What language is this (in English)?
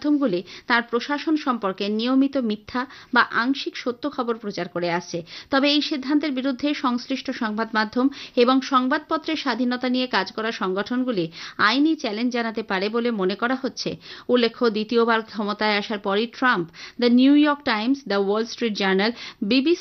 Bangla